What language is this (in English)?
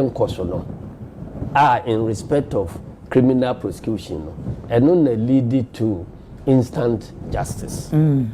Akan